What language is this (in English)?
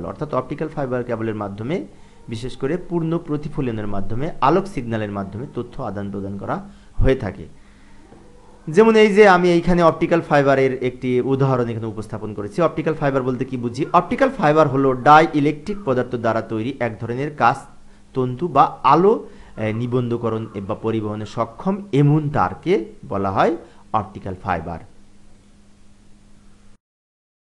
Bangla